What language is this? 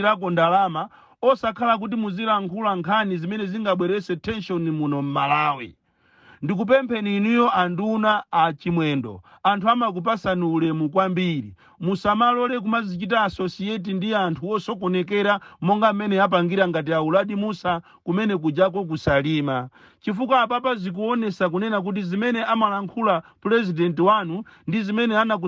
Nyanja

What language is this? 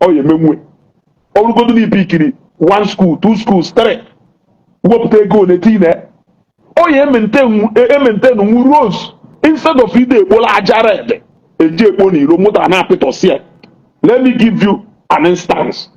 Igbo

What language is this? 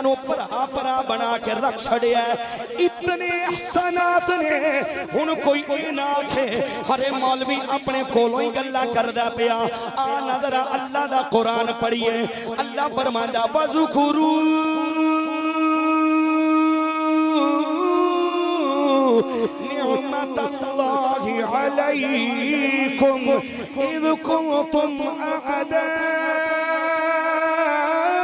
Western Panjabi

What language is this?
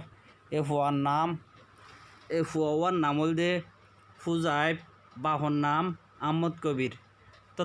Rohingya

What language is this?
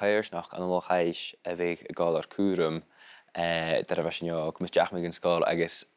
Scottish Gaelic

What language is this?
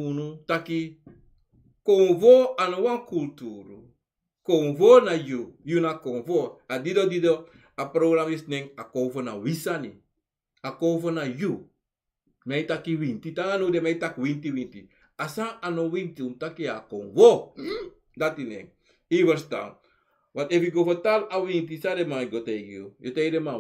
Sranan Tongo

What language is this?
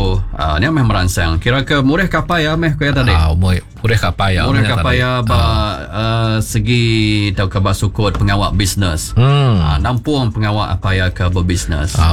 Iban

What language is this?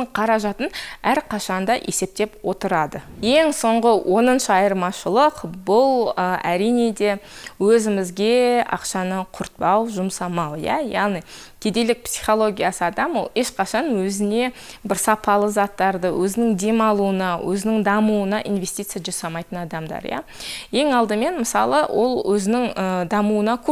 Kazakh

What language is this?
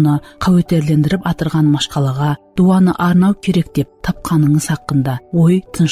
Kara-Kalpak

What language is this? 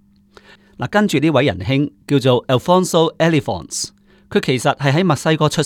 Cantonese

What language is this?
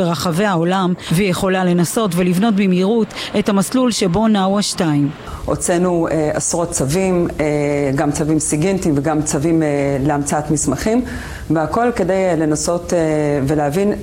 Hebrew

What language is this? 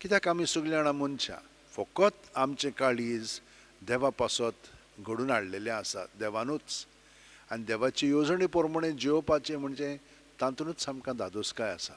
Konkani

